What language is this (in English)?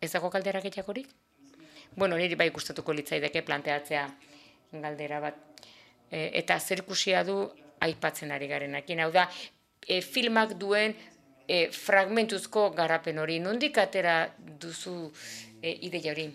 Basque